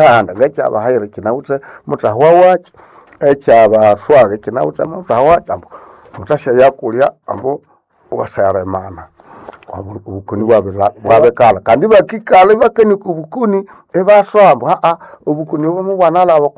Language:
Nande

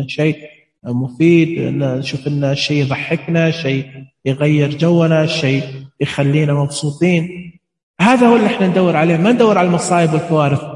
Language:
Najdi Arabic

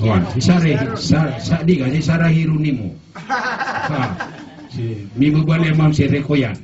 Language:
Maranao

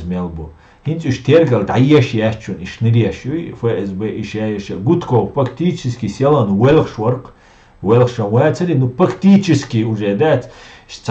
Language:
Chechen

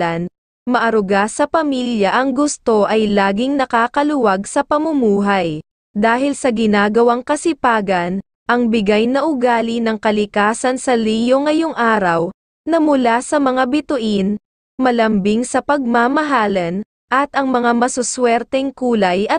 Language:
Filipino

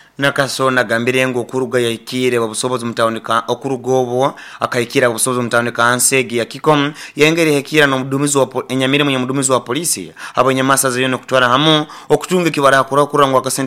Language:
Nyoro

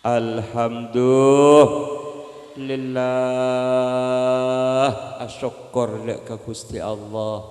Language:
Madurese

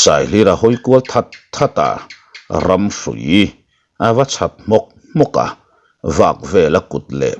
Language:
Mizo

